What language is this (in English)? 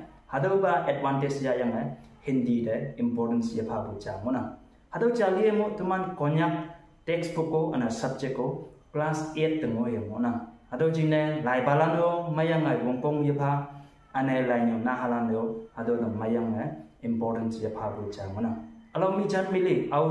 Konyak Naga